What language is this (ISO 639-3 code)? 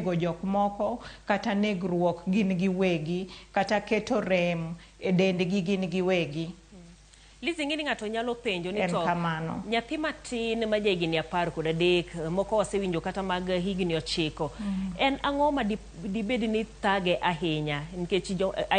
luo